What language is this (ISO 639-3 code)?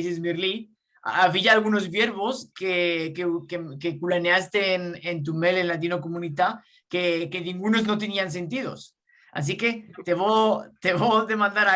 lad